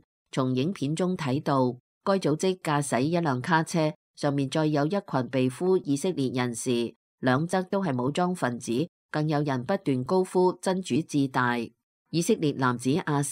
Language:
Cantonese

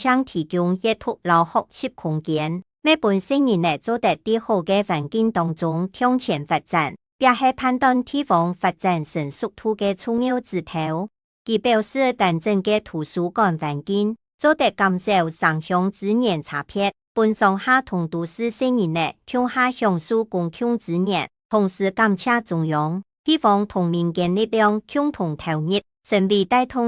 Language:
Hakka Chinese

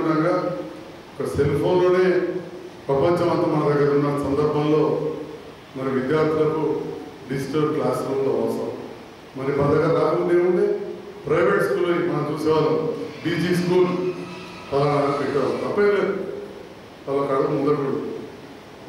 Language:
Telugu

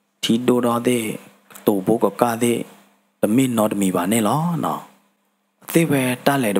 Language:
S'gaw Karen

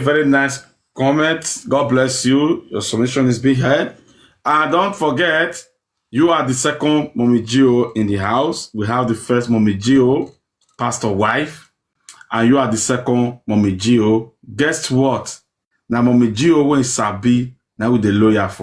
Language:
Nigerian Pidgin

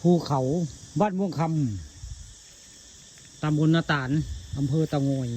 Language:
Northeastern Thai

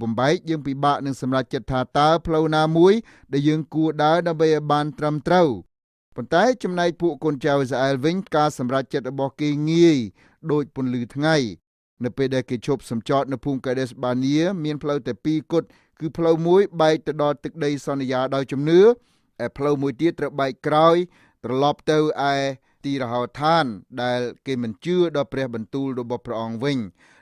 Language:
Khmer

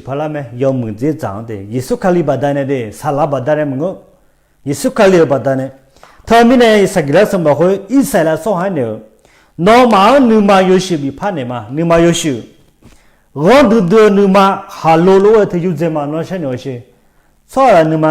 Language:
Akha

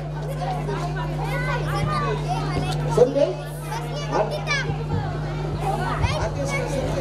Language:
Marathi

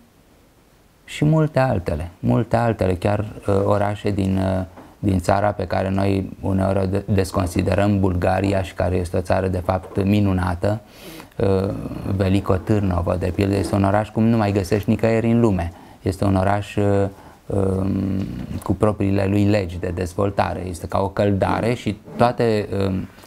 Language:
Romanian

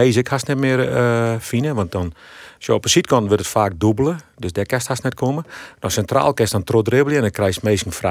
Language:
Western Frisian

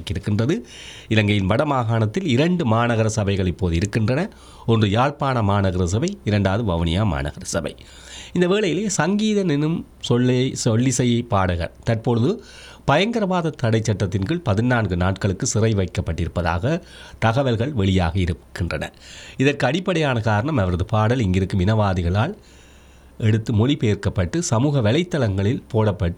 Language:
Tamil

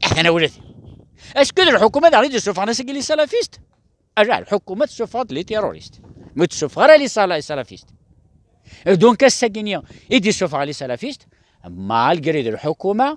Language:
Kabyle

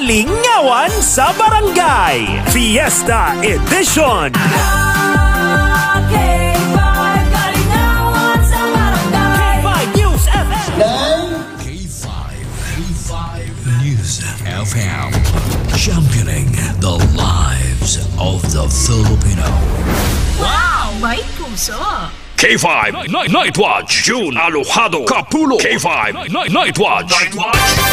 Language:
Hiligaynon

